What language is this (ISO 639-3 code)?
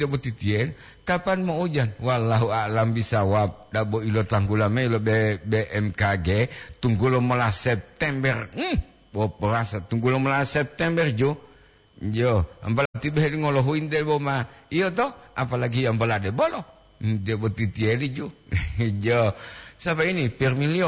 gor